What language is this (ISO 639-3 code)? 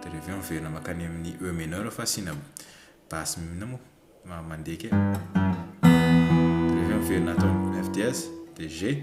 mlg